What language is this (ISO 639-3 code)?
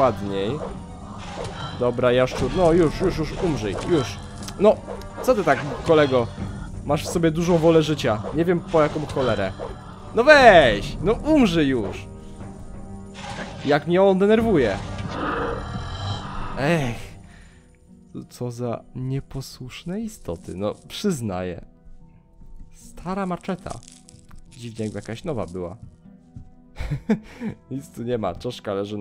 pol